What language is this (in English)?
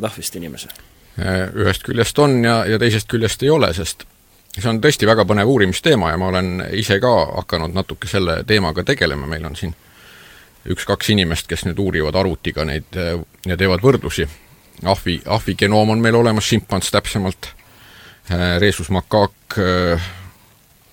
Estonian